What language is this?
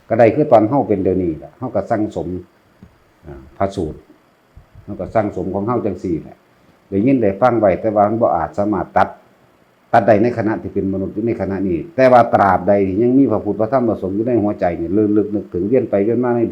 Northeastern Thai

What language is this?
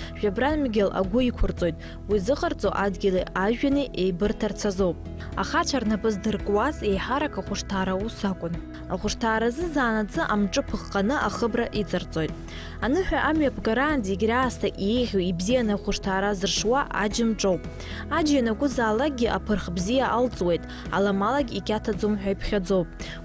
Abkhazian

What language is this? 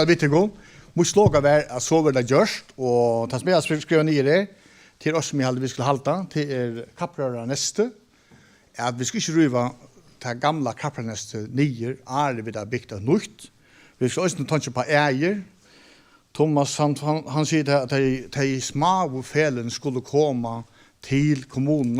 Faroese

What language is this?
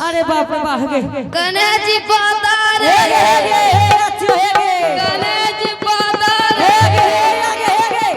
Angika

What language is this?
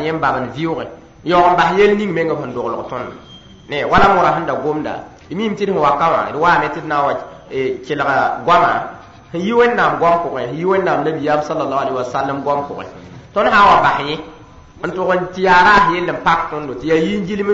Mossi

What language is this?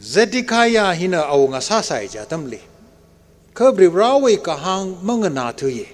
Tangkhul Naga (India)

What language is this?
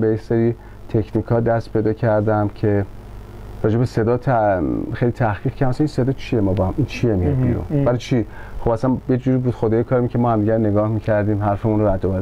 Persian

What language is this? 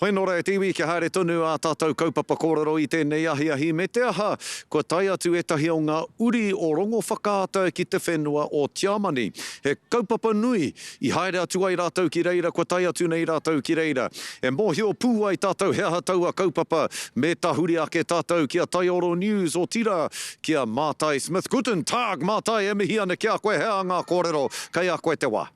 Māori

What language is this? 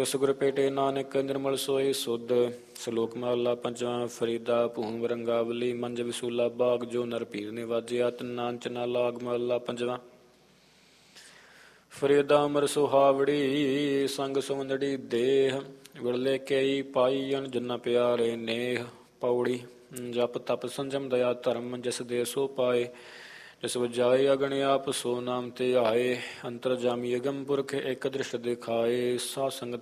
Punjabi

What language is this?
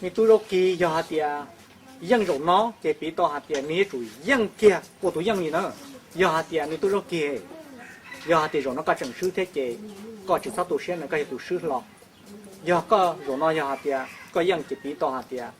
Hmong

